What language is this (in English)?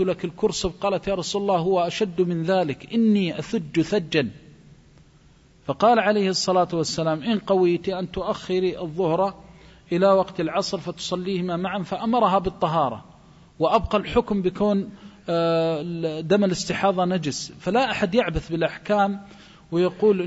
Arabic